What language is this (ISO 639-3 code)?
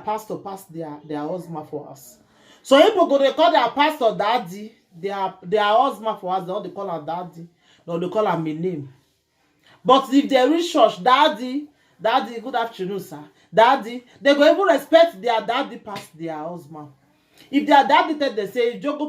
pcm